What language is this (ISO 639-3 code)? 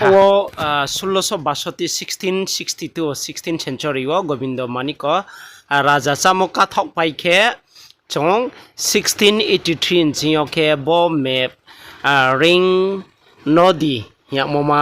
ria